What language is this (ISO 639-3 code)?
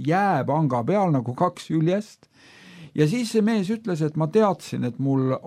est